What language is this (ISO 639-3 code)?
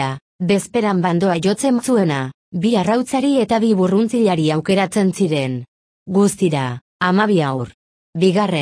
eus